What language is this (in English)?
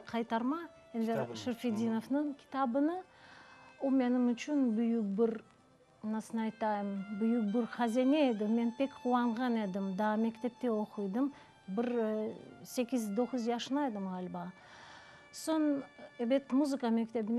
Crimean Tatar